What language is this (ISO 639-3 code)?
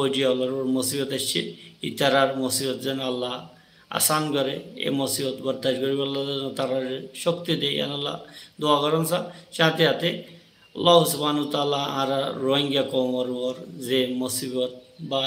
rhg